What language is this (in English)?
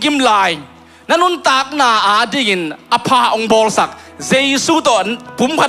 Tedim Chin